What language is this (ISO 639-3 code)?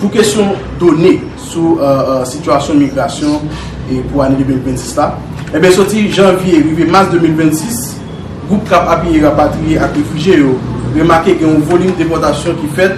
hat